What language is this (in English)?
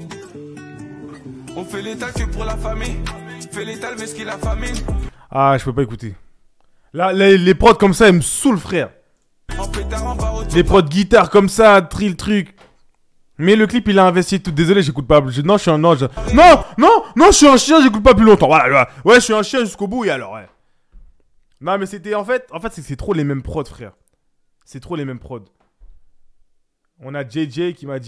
French